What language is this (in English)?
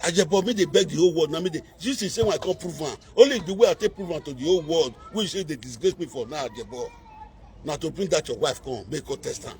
Nigerian Pidgin